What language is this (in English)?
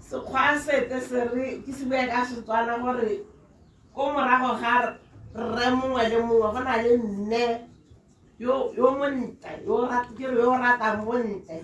Tswana